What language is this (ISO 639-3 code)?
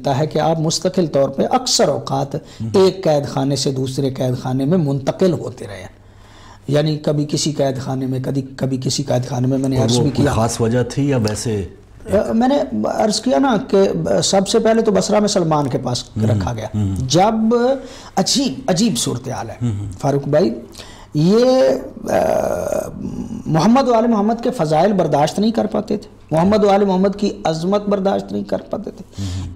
urd